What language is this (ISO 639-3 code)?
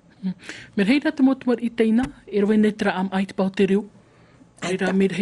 tah